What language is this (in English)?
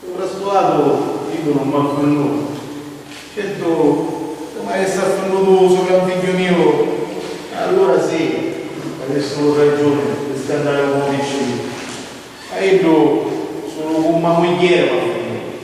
Sicilian